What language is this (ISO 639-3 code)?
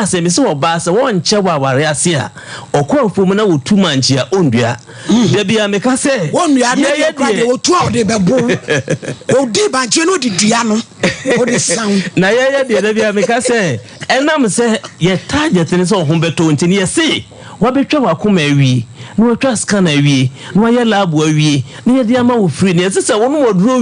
aka